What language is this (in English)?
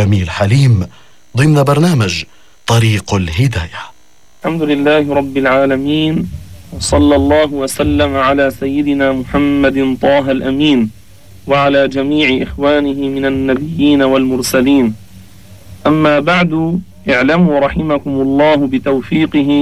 Arabic